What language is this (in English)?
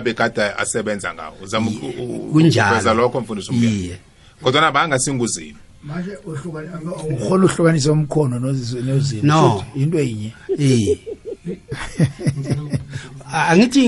South Ndebele